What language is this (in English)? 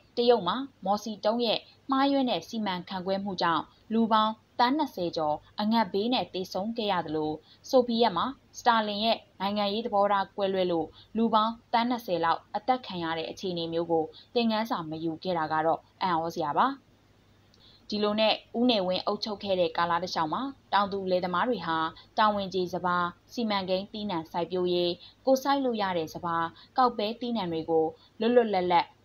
Burmese